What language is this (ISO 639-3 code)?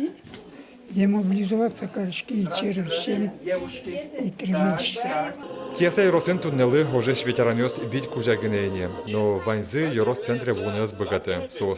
udm